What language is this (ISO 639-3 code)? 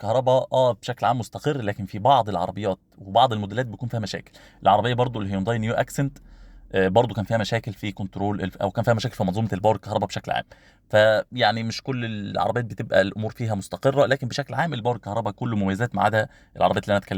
arz